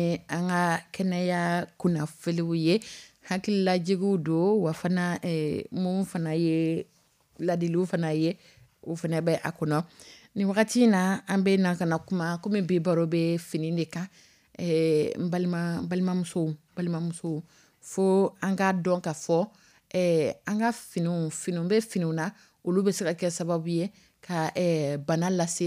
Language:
Dyula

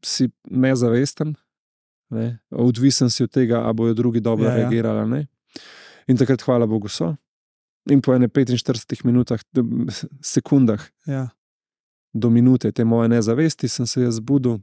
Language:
Slovenian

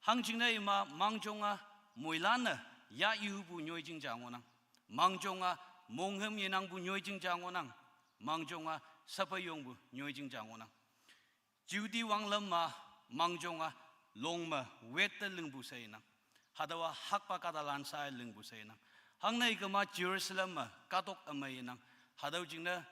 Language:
Konyak Naga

